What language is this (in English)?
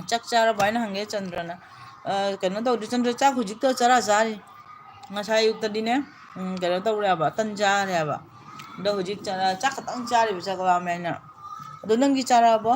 Manipuri